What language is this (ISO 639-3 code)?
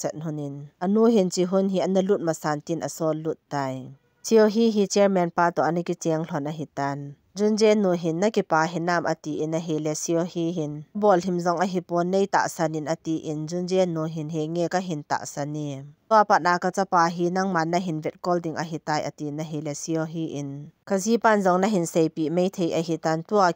tcz